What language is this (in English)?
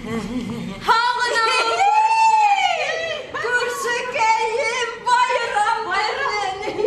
Bashkir